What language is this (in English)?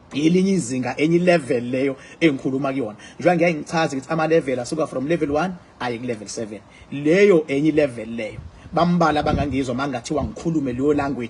Zulu